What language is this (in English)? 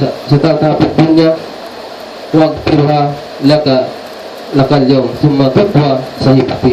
Tausug